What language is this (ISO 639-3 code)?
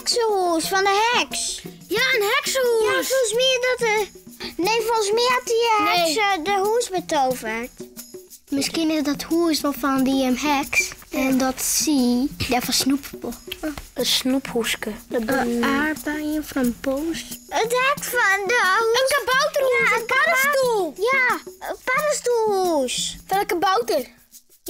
fry